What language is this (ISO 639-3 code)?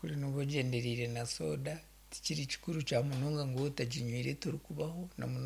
nyn